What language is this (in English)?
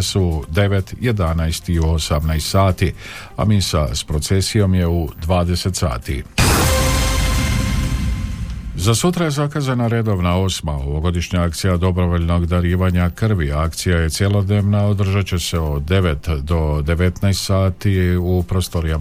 Croatian